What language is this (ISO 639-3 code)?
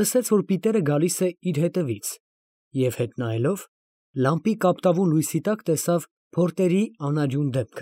hye